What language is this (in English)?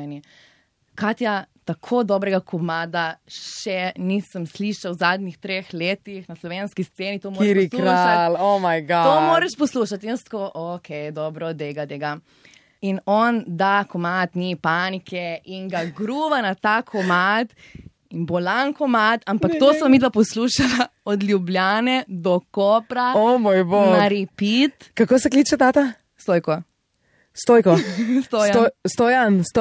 Slovenian